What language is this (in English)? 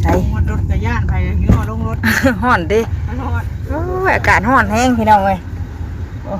Northeastern Thai